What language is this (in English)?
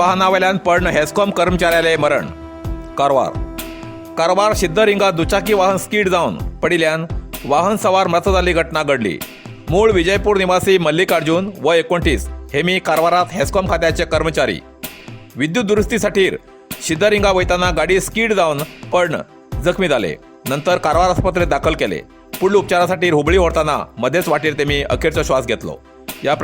Konkani